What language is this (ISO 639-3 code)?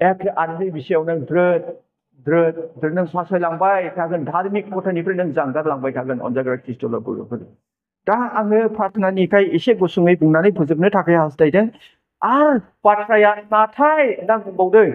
brx